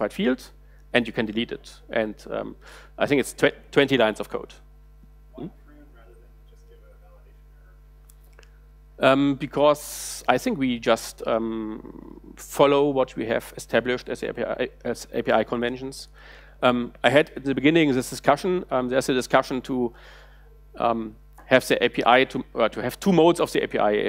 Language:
English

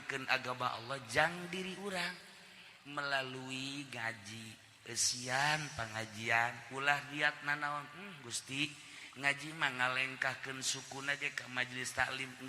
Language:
Sundanese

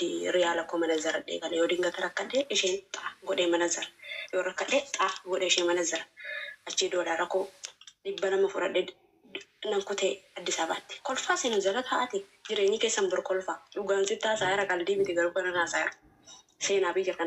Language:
Oromo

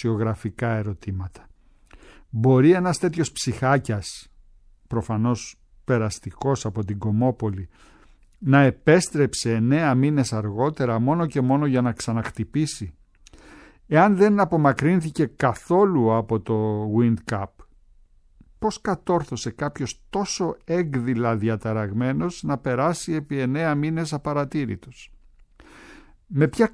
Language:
Greek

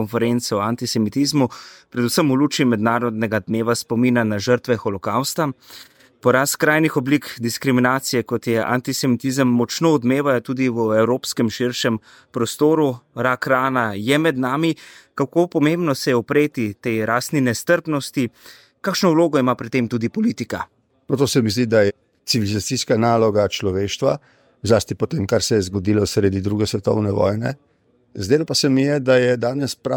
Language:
Slovenian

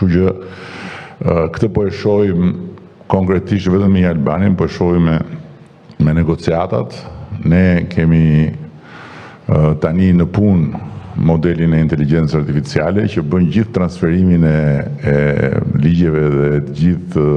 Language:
Albanian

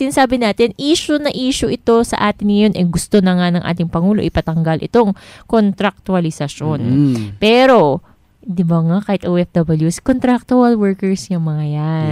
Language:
Filipino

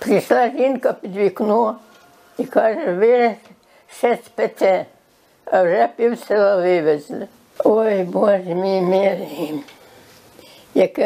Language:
Ukrainian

